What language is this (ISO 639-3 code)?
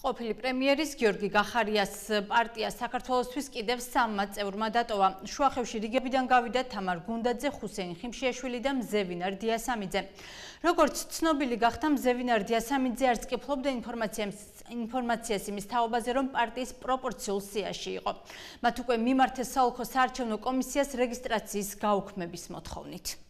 kat